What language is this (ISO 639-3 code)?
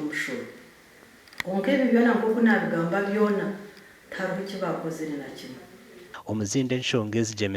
nyn